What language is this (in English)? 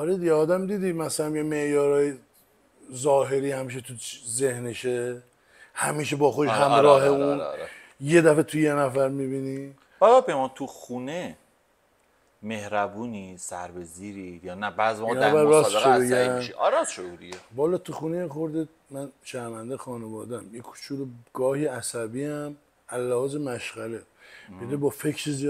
Persian